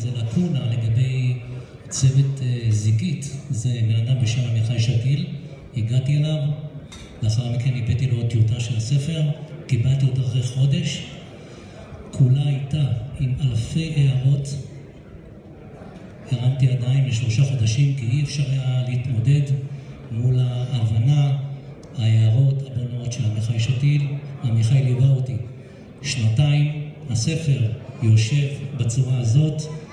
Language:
Hebrew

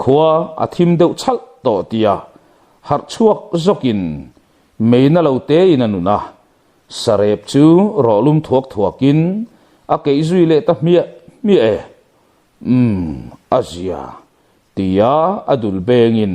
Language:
Mizo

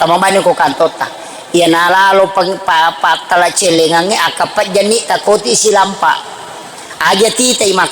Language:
Buginese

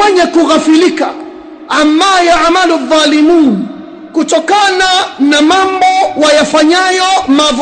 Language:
Swahili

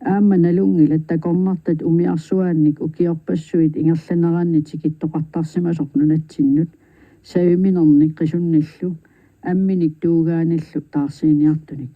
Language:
Kalaallisut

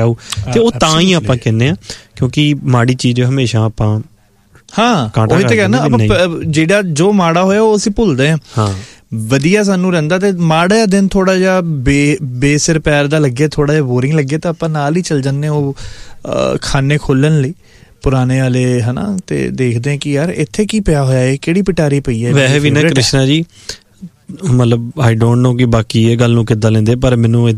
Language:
Punjabi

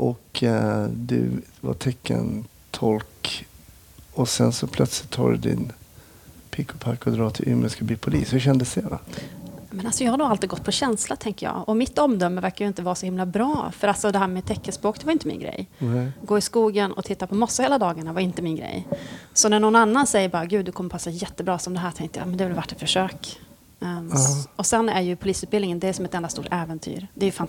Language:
Swedish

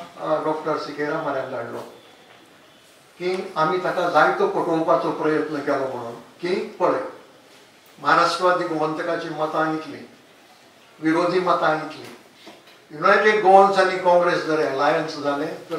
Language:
Konkani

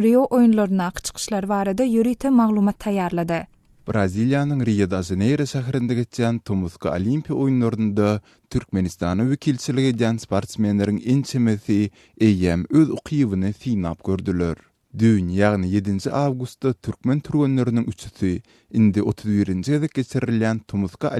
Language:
Turkmen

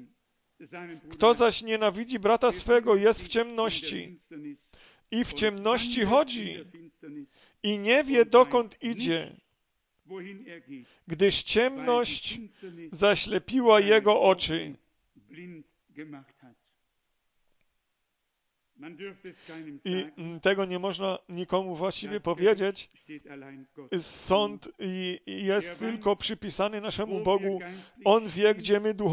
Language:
Polish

